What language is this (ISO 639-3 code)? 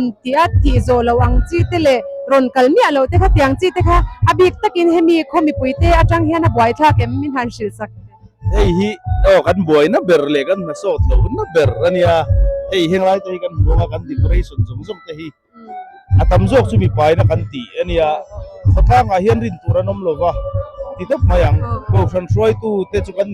lus